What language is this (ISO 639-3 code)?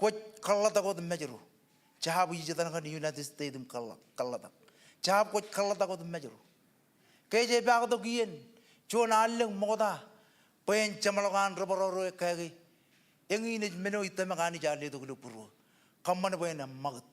mah